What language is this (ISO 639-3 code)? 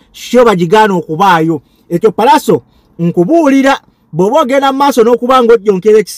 lug